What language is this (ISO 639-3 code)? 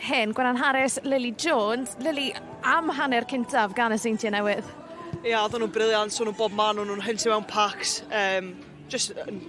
cym